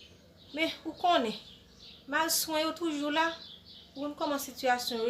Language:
Haitian Creole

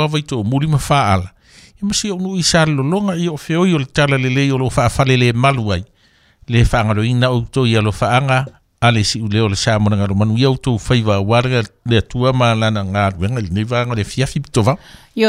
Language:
Samoan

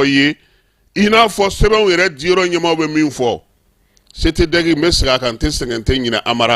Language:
Bambara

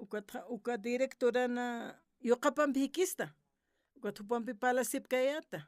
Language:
Aymara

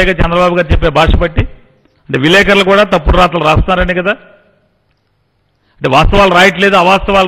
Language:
Telugu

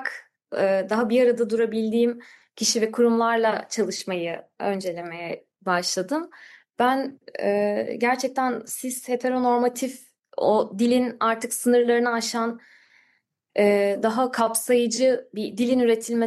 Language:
Turkish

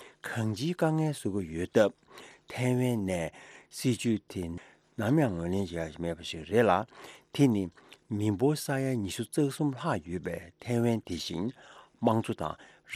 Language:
Tibetan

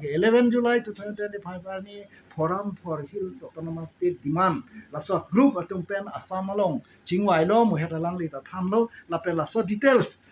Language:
Karbi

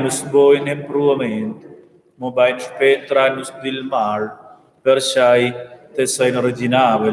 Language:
Romansh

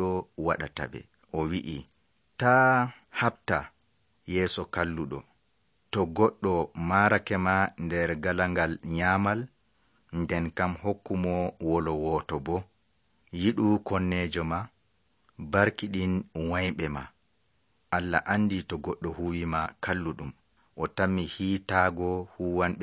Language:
Nigerian Fulfulde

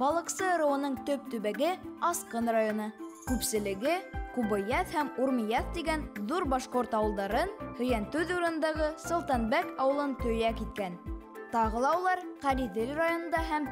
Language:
Bashkir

